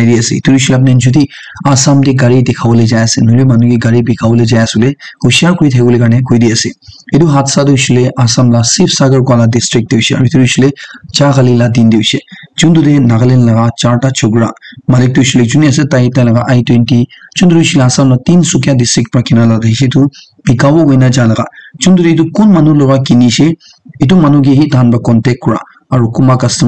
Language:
Naga Pidgin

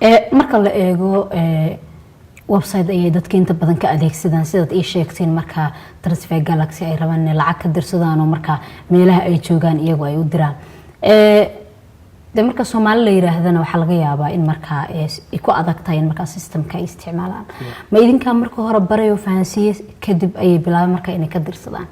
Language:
Somali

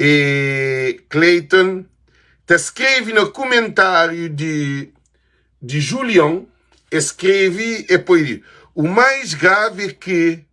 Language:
Kabuverdianu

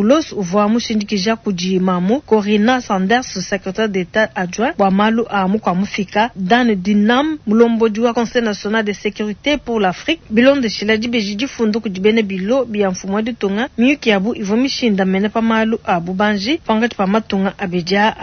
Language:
Luba-Lulua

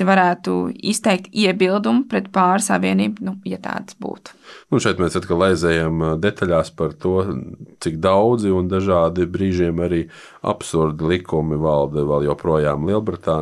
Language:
Latvian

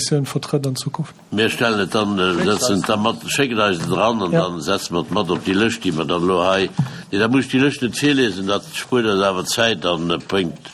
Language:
Luxembourgish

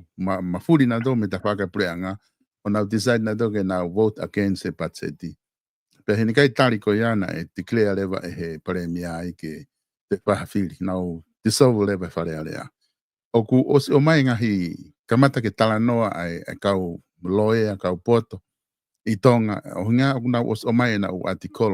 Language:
Tongan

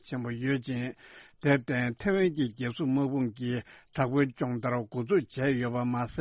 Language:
Tibetan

